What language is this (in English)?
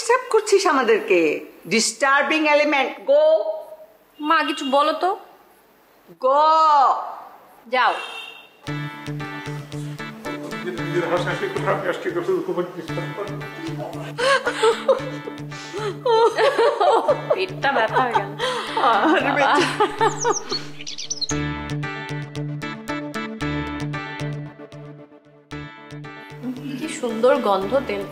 Bangla